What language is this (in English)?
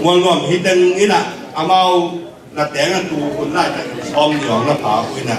Tedim Chin